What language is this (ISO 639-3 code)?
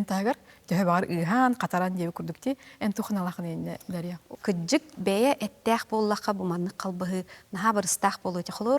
sah